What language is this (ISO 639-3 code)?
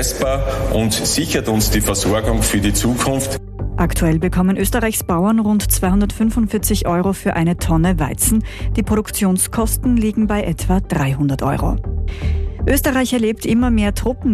deu